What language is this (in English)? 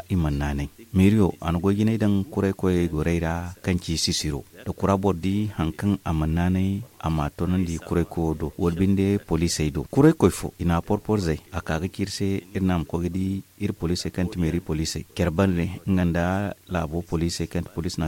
Zarma